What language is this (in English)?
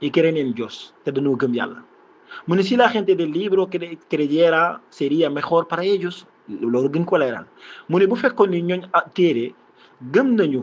Wolof